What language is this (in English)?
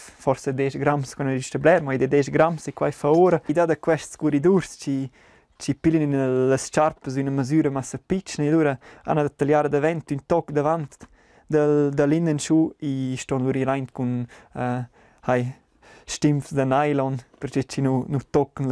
Romansh